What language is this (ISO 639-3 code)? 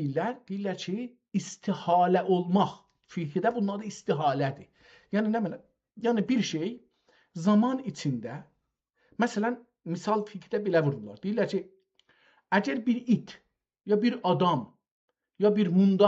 azb